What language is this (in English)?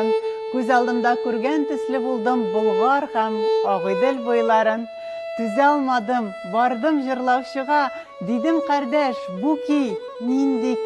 Tatar